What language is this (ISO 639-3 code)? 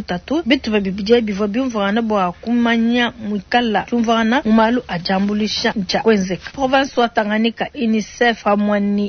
lua